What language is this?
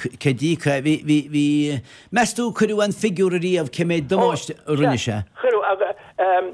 Irish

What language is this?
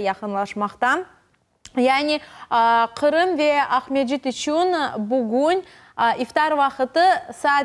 Crimean Tatar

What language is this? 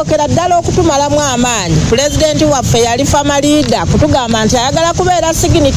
Ganda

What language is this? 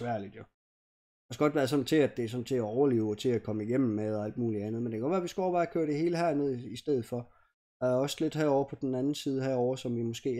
Danish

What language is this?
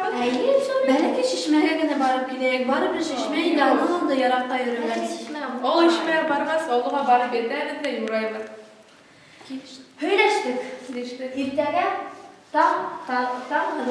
Bashkir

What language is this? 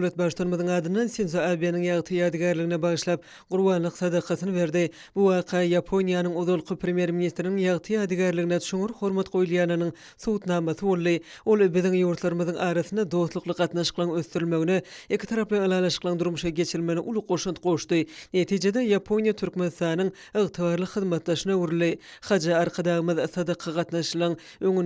Turkmen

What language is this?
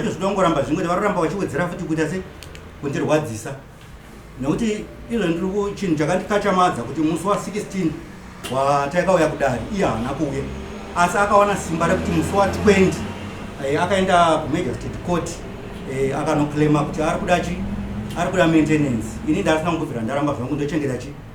Shona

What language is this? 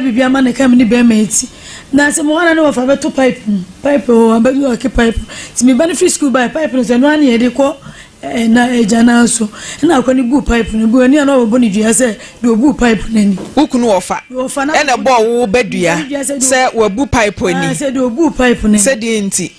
Akan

